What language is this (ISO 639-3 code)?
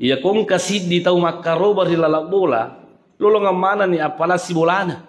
bug